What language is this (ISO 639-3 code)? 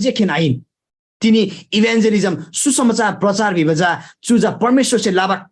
taj